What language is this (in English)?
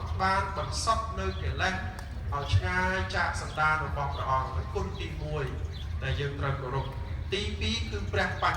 Khmer